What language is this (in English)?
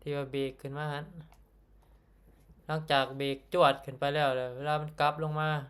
Lao